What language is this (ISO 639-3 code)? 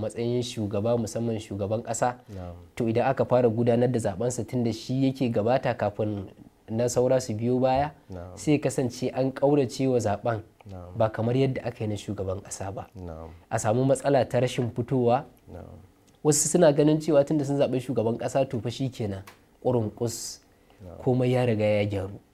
hau